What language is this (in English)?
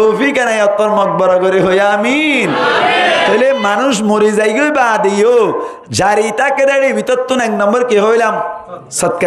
Rohingya